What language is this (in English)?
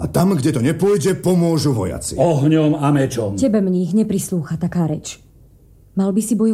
Slovak